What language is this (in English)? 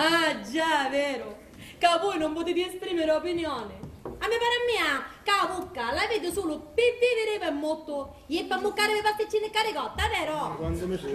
Sicilian